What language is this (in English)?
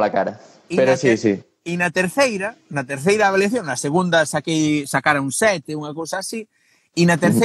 Galician